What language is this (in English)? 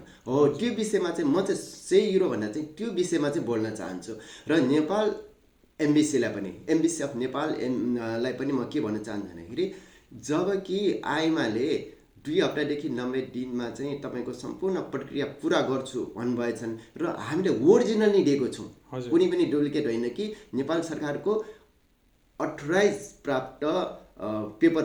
Nepali